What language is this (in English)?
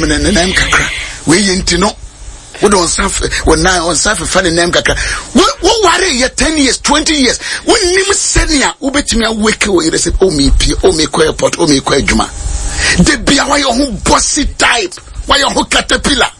Akan